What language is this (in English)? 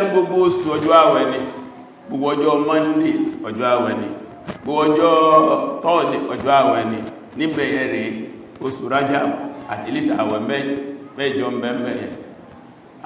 Yoruba